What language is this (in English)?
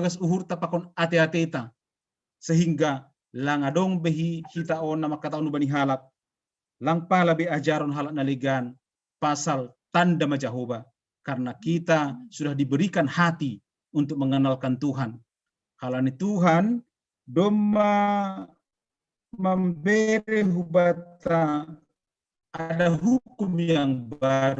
Batak Simalungun